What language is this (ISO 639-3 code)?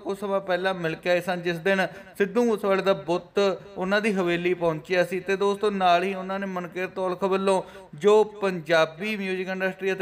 pan